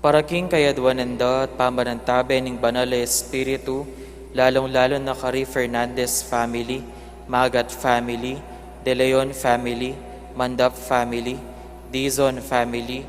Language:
Pampanga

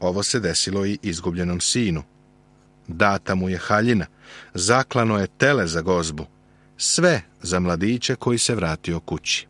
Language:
Serbian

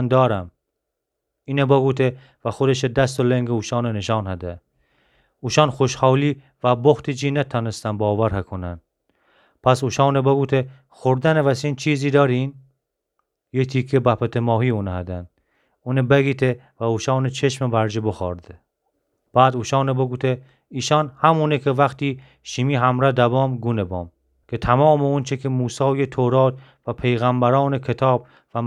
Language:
Gilaki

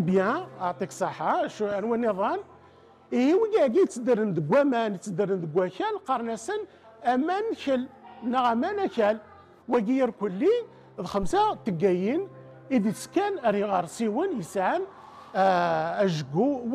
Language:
Kabyle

